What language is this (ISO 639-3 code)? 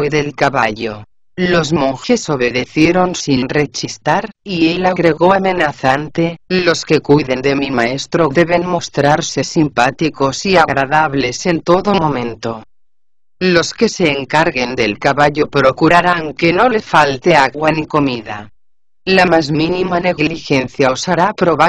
spa